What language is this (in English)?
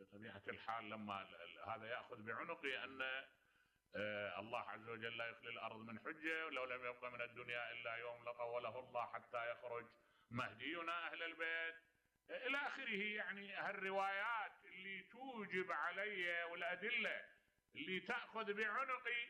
Mesopotamian Arabic